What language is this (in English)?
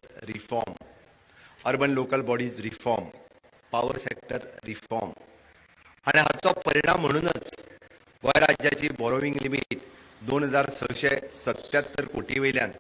Konkani